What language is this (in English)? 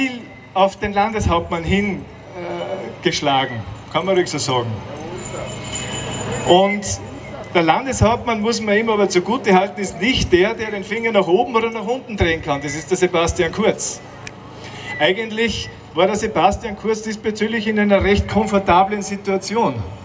German